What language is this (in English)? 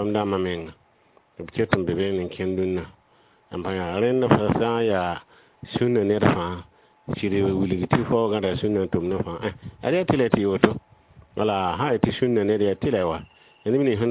Mossi